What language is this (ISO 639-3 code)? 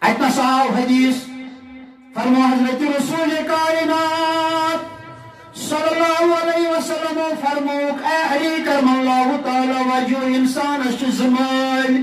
kas